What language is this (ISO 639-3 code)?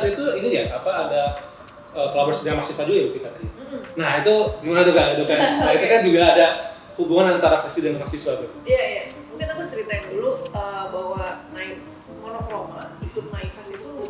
ind